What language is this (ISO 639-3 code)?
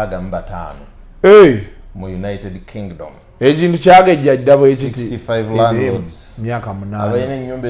lug